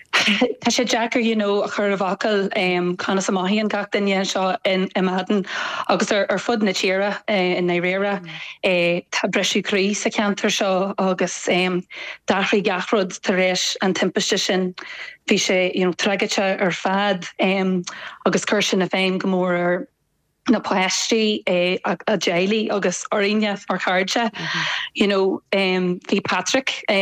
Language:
Irish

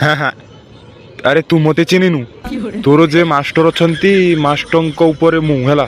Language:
Odia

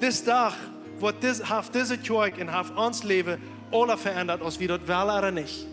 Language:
Plautdietsch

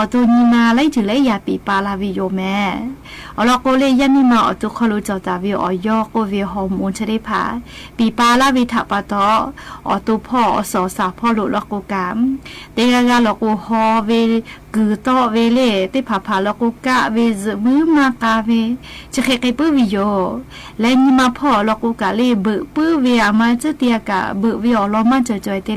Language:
Lahu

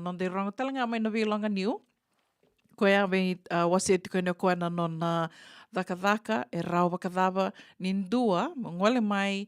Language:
Fijian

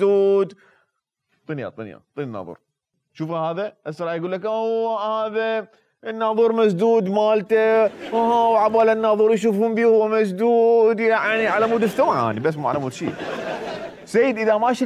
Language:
Mesopotamian Arabic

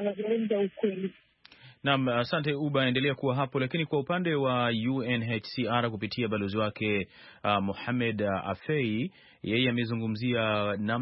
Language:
Swahili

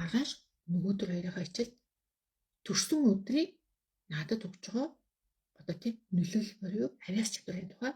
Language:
Mongolian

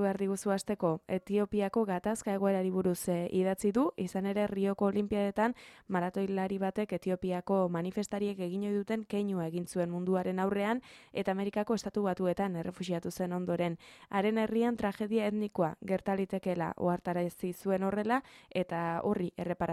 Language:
Basque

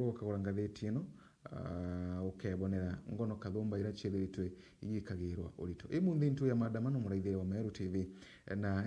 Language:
Meru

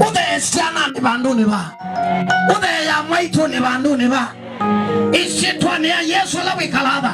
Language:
Kamba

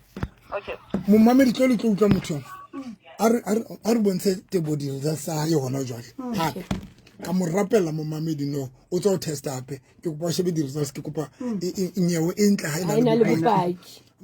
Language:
Southern Sotho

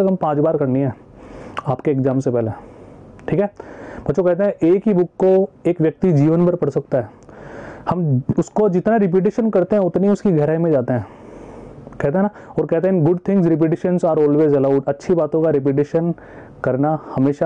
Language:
Hindi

